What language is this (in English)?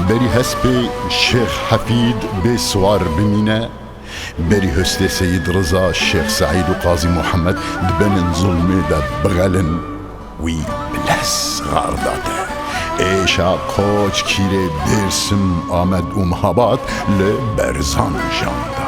Kurdish